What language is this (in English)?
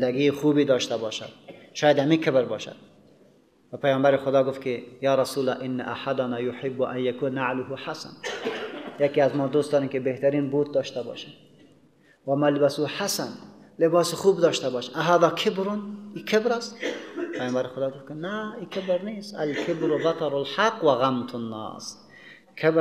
Persian